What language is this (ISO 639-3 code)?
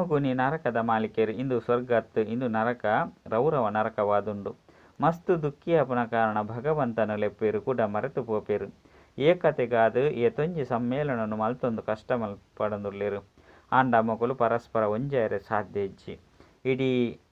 tcy